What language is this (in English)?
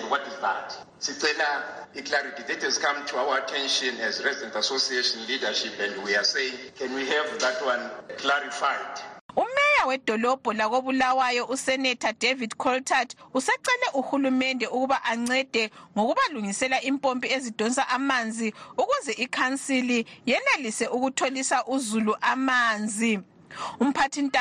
North Ndebele